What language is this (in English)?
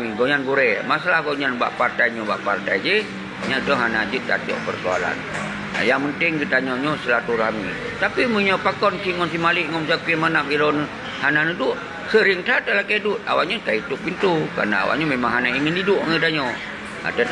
Achinese